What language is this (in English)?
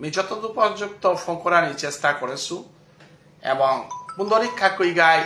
Bishnupriya